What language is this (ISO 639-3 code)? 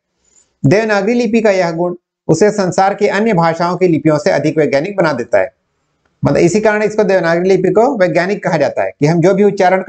hin